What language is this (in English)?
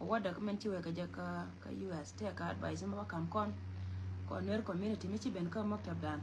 Nuer